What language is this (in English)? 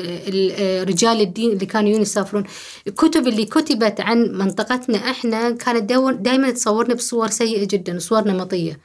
Gulf Arabic